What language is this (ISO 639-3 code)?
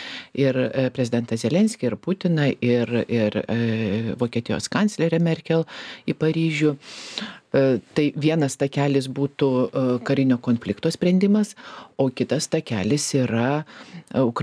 lit